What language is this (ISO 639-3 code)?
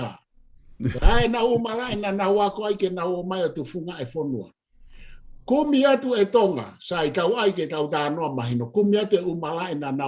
ton